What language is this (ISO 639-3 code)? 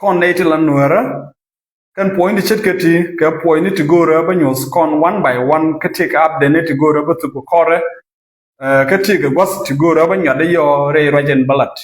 nus